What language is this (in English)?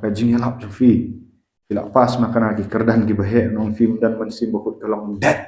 Khasi